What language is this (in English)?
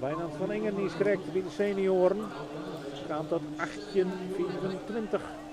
Western Frisian